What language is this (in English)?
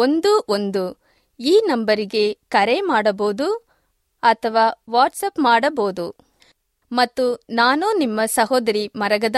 Kannada